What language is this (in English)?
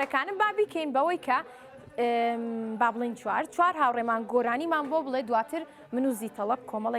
Central Kurdish